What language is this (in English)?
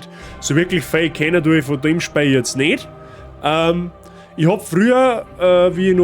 Bavarian